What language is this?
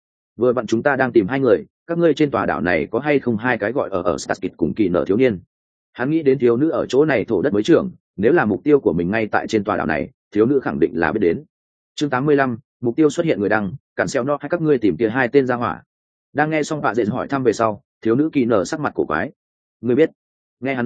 Vietnamese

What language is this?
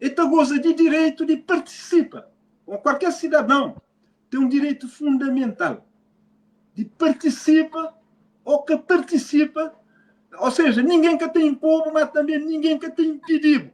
Kabuverdianu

